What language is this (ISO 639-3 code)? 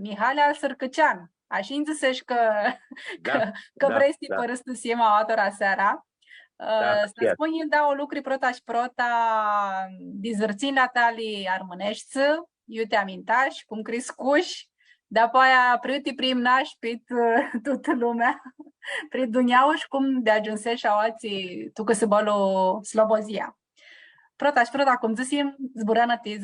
rup